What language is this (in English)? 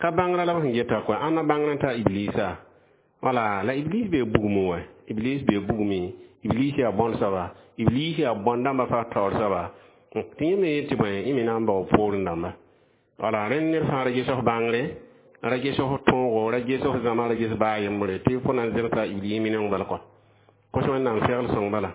Mossi